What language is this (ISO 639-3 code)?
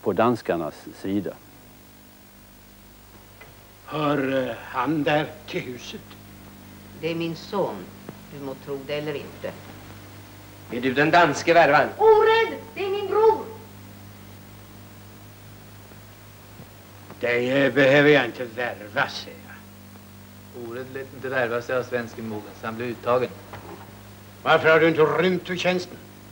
swe